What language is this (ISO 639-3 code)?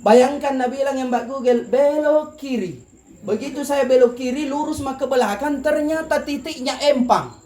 mak